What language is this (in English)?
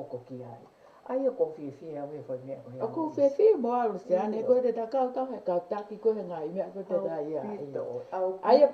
Tongan